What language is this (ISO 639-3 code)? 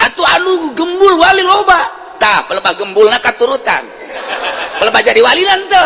sun